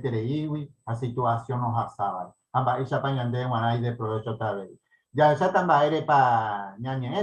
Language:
Guarani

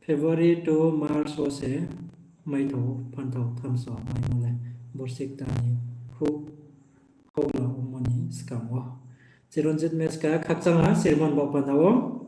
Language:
Riang (India)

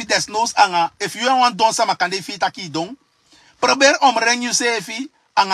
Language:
Sranan Tongo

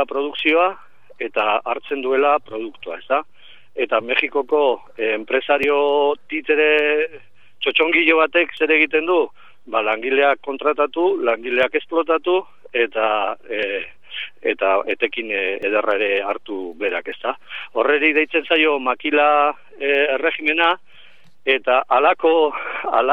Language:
Basque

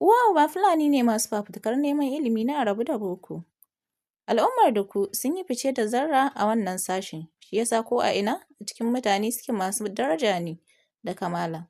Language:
Hausa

